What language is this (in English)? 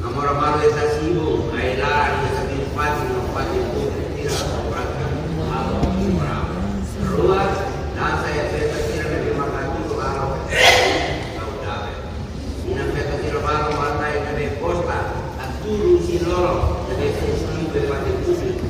Tetum